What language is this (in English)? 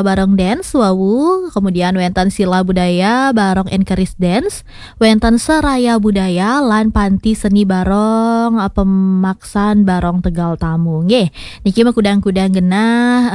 Balinese